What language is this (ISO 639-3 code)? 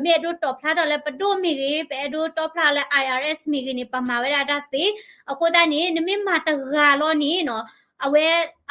ksw